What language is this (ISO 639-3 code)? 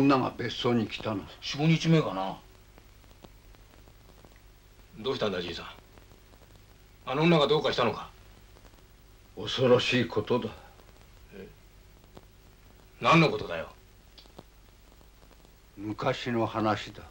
jpn